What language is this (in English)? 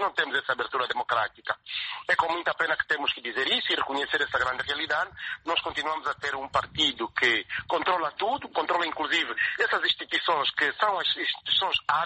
Portuguese